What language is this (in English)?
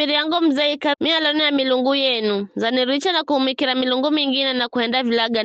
Giryama